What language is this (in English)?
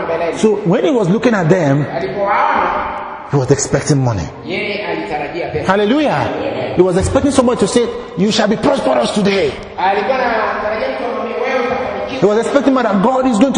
Swahili